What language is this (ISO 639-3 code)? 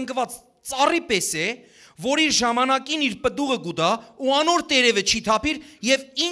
hyw